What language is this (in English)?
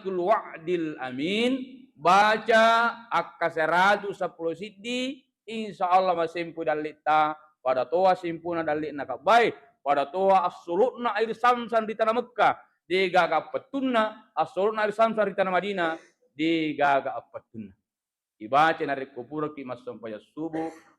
Buginese